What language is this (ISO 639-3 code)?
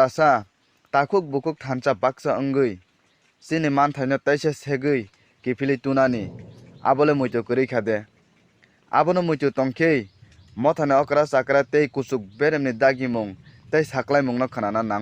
trp